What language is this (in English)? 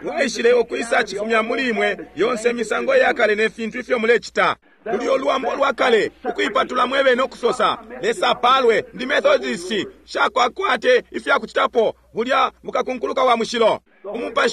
Bemba